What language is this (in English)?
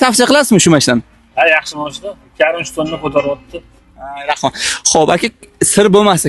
Uzbek